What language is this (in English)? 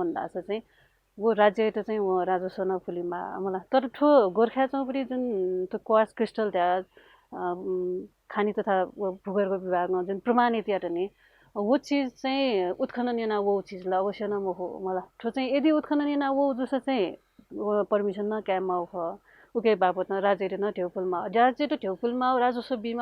Newari